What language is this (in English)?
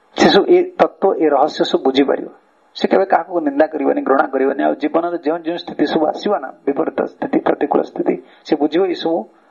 Odia